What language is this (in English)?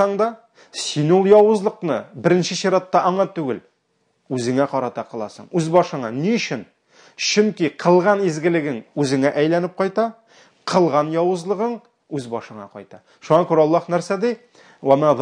Tatar